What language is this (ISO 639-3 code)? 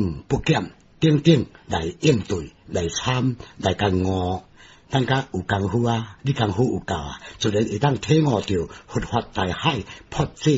nan